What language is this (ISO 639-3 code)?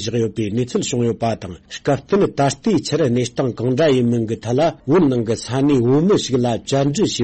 bod